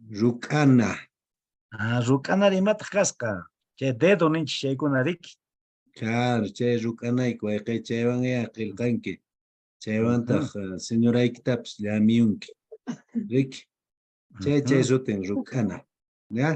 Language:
Quechua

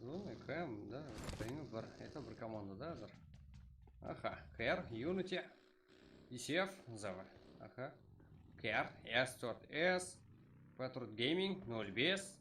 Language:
Kara-Kalpak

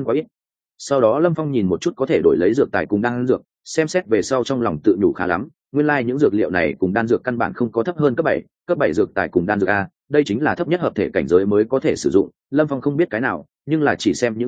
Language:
Vietnamese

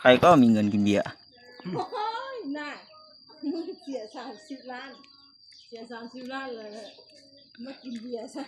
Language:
Lao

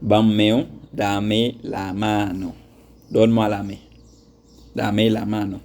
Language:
Haitian Creole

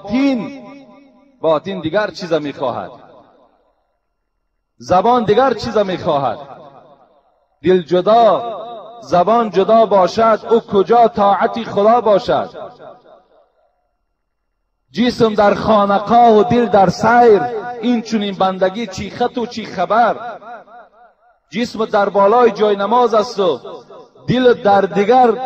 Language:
Persian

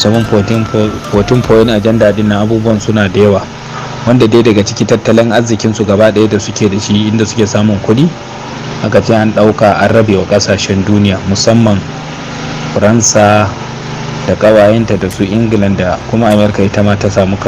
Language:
Hausa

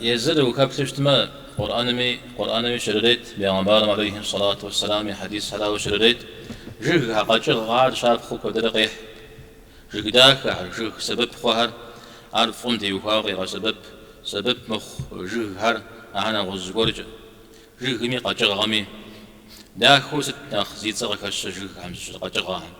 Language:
Kabardian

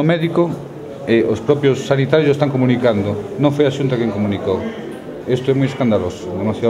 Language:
Galician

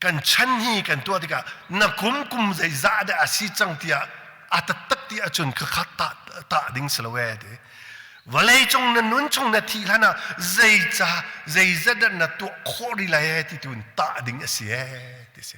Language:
Hakha Chin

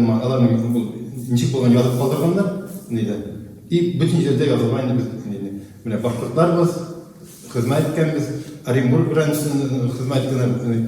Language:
Bashkir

